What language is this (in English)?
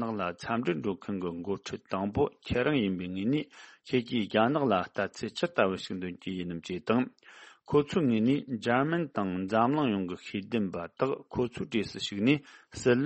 Tibetan